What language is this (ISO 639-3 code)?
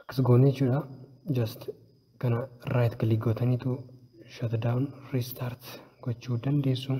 orm